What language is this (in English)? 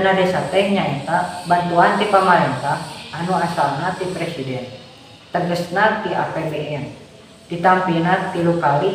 Sundanese